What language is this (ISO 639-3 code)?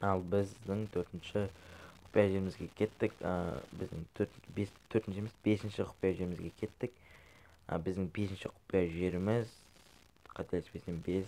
kaz